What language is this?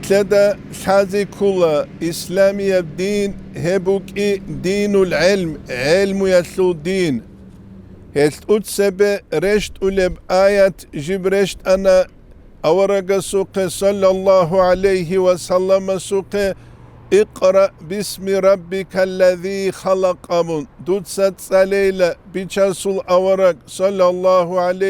Avaric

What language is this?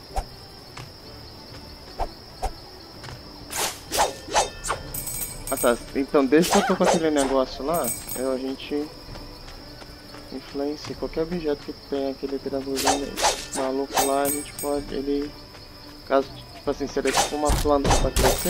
Portuguese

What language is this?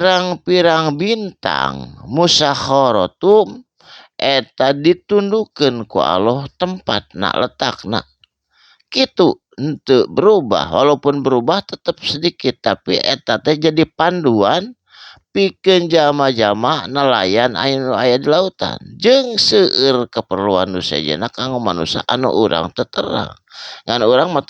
Sundanese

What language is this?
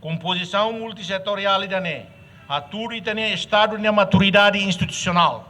Tetum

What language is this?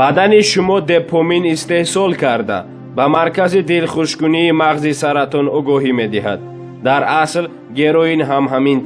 Tajik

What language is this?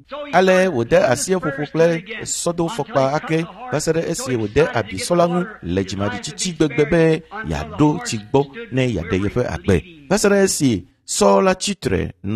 Ewe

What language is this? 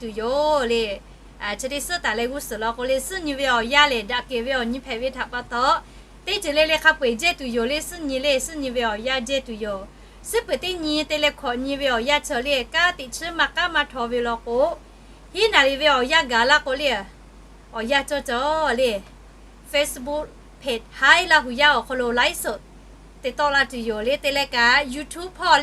Lahu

